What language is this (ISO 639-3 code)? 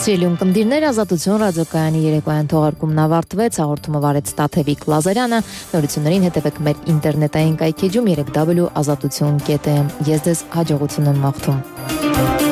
hye